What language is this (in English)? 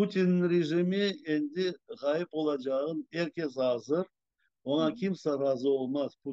Crimean Tatar